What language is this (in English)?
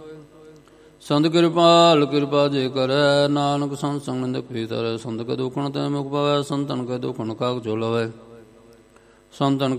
Punjabi